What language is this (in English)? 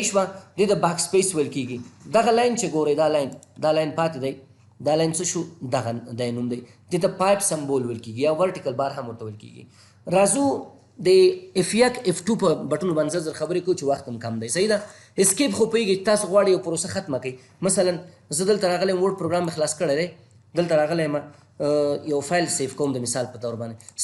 Pashto